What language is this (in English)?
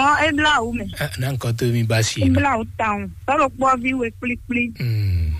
Fon